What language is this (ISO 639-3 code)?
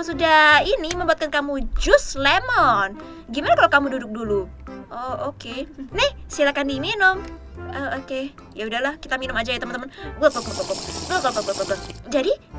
ind